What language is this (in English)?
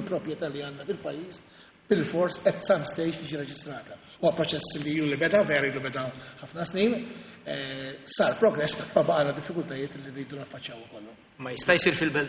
Maltese